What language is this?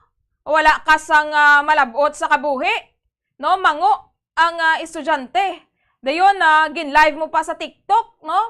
Hiligaynon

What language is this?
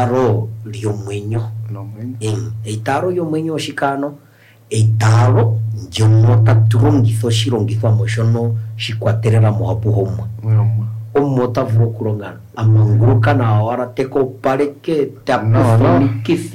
Kuanyama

